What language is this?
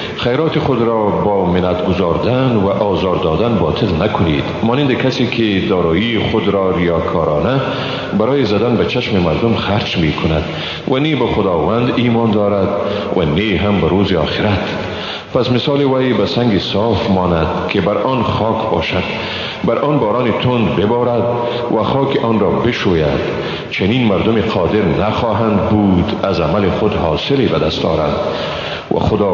Persian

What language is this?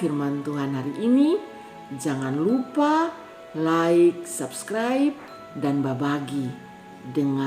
Kupang Malay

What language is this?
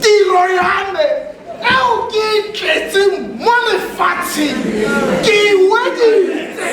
Tswana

